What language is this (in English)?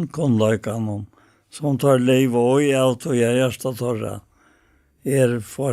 Faroese